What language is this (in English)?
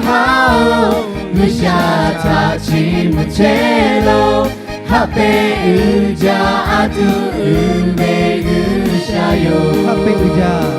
Lahu